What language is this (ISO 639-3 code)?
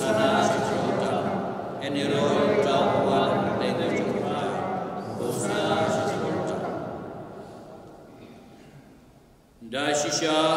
kha